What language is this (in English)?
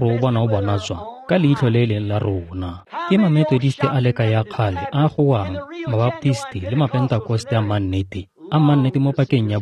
Tswana